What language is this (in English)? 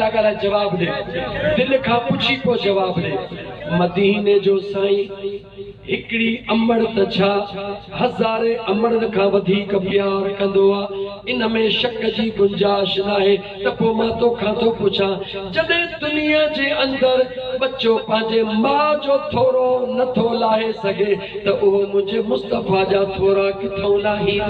Sindhi